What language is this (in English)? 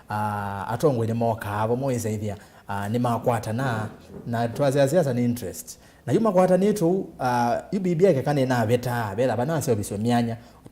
Kamba